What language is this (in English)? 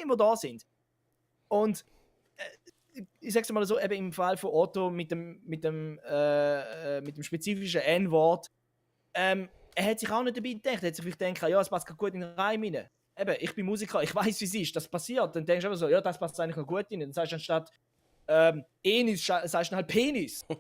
Swiss German